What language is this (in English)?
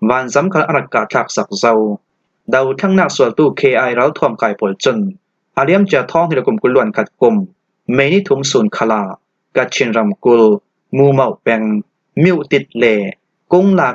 Falam Chin